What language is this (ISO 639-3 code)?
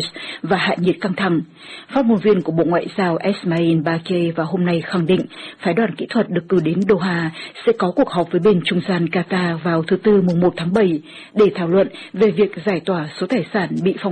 vie